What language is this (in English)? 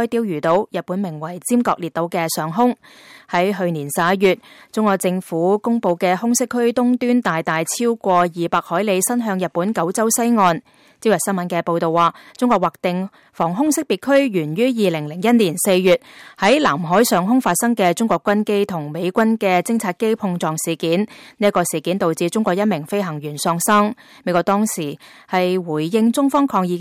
Cantonese